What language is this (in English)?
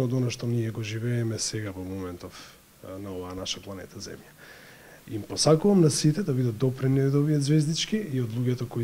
Macedonian